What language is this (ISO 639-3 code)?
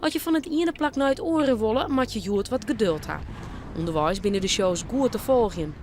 fry